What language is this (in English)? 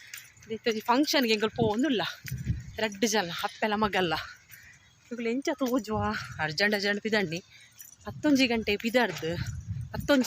Tulu